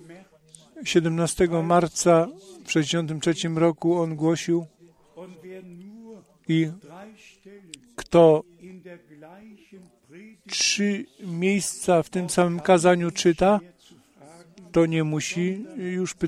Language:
Polish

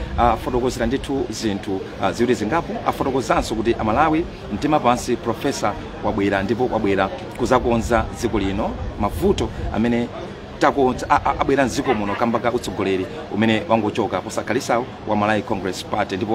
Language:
Nyanja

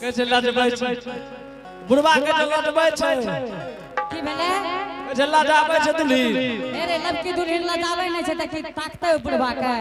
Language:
Angika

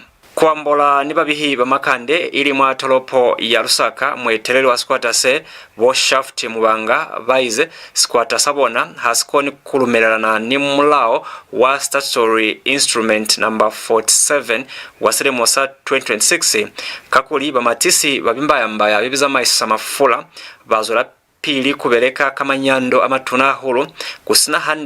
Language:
Lozi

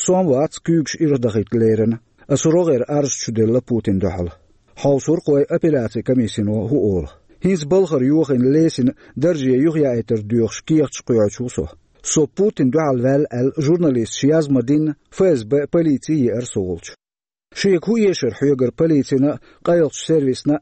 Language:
Chechen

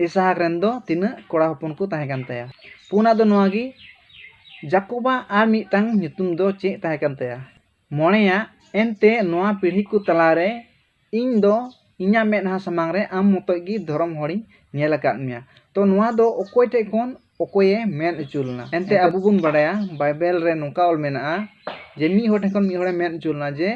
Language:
Santali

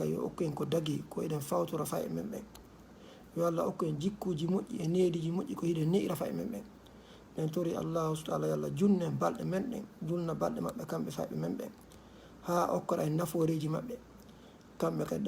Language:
Fula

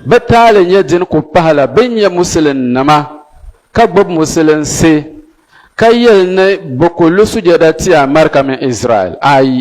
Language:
Dagbani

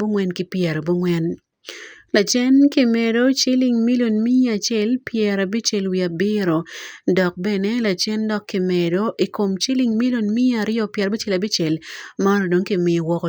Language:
Acoli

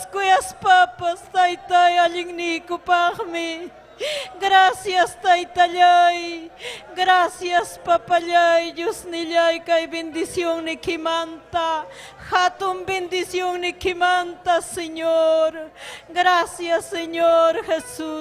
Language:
Ayacucho Quechua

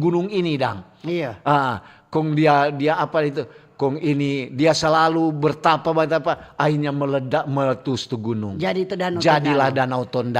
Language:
Manado Malay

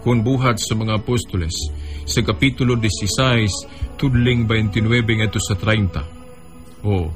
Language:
Cebuano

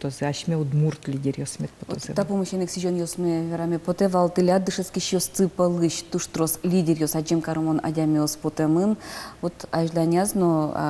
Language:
Udmurt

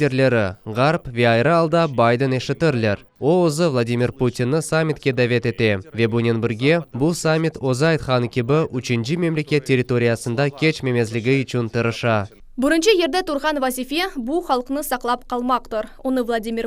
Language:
Crimean Tatar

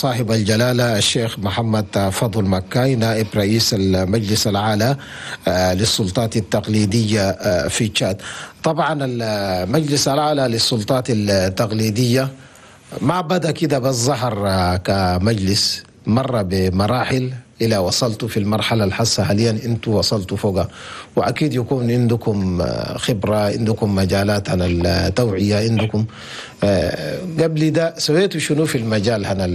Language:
Chadian Arabic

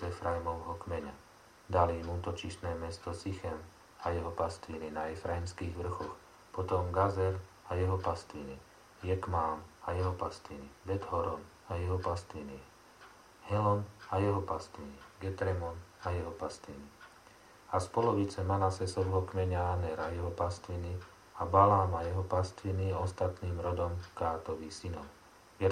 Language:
Slovak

